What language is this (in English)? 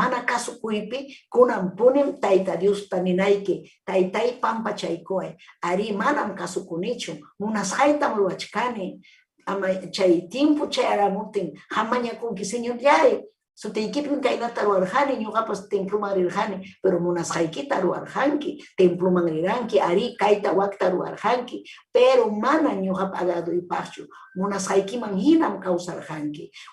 Ayacucho Quechua